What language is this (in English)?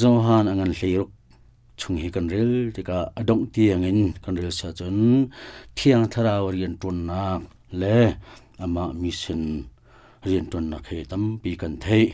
Hakha Chin